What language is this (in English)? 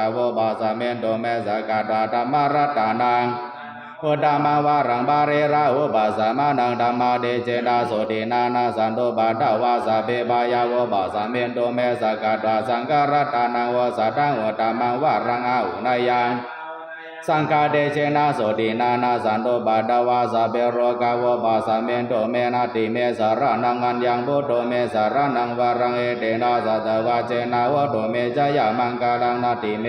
Pali